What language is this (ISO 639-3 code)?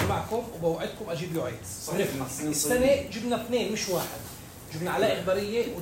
apc